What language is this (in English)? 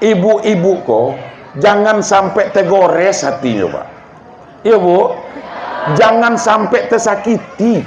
Minangkabau